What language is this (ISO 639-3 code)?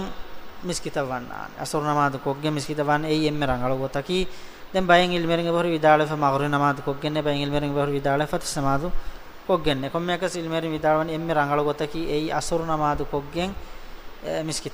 div